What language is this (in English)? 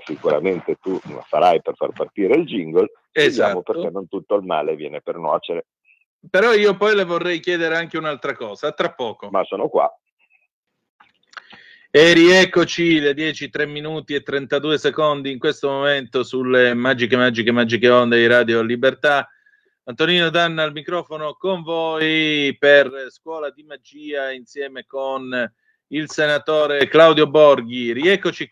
Italian